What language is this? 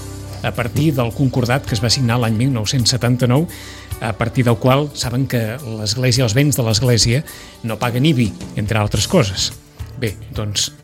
Catalan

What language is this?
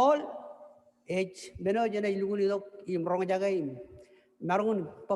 Marshallese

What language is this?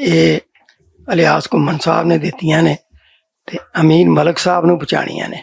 Western Panjabi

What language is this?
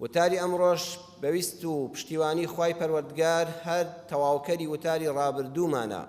Central Kurdish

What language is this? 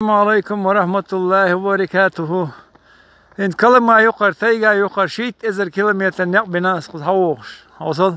Chechen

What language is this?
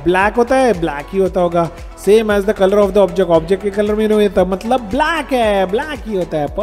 Hindi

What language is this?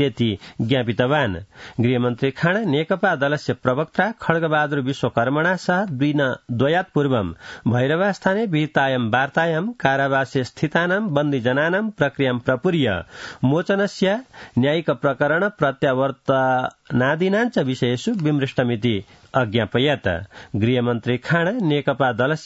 Sanskrit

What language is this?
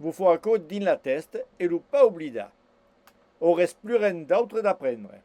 Occitan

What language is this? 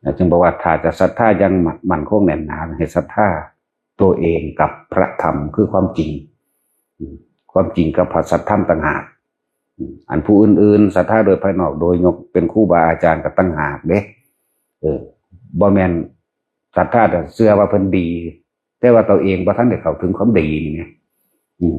Northeastern Thai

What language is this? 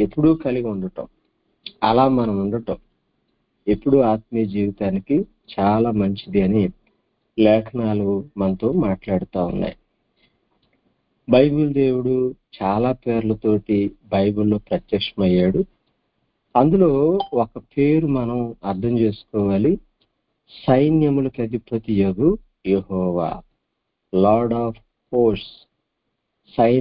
Telugu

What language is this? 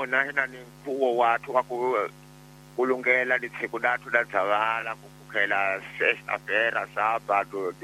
Tsonga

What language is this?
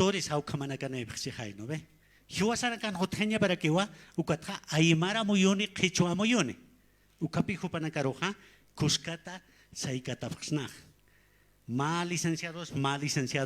Aymara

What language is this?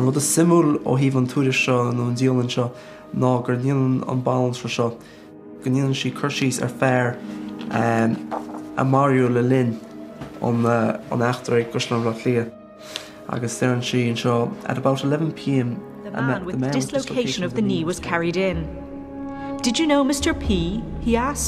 Irish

